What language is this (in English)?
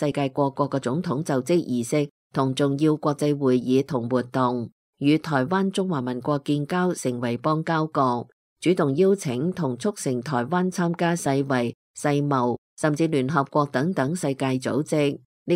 Cantonese